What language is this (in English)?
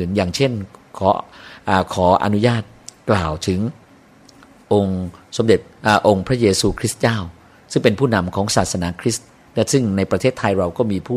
Thai